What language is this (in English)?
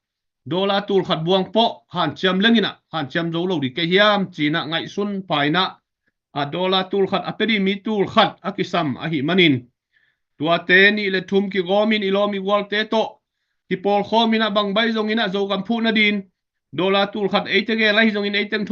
Tedim Chin